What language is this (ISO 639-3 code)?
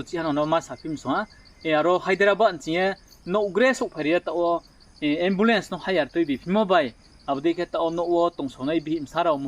ria